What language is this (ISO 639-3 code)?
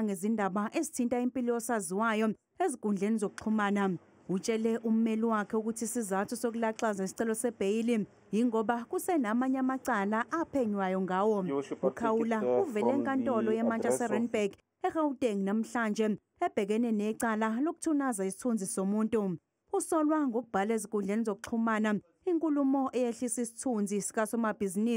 zul